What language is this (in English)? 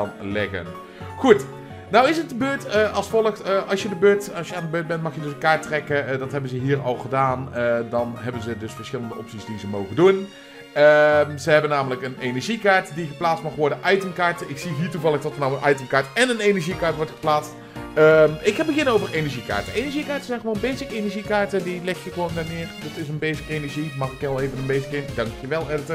Dutch